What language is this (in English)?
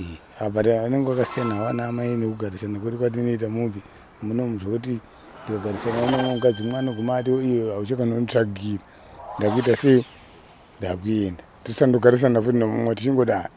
Shona